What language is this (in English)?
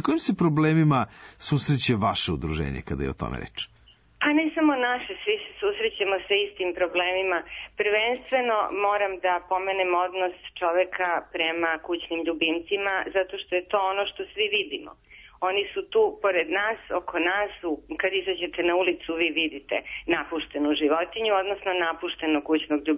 Serbian